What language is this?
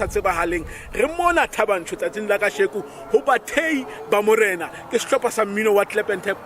Southern Sotho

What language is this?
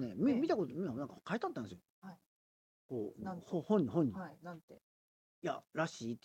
Japanese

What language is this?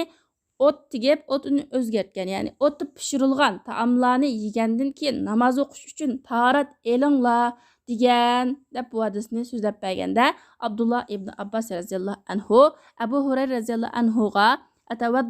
Uyghur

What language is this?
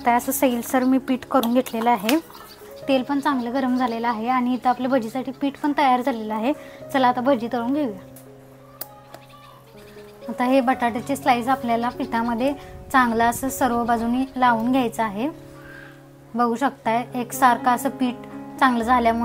Marathi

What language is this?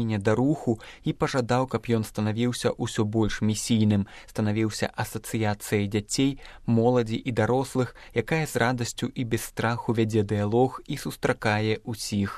Belarusian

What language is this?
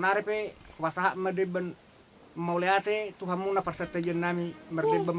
Batak Toba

